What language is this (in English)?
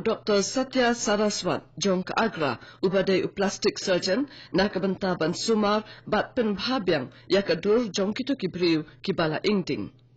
Khasi